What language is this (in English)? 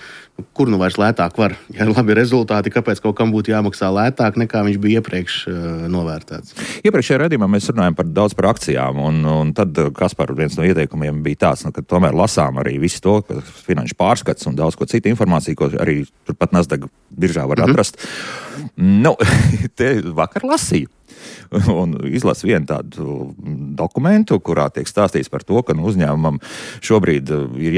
Latvian